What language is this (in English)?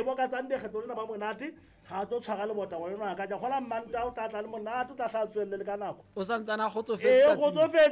Southern Sotho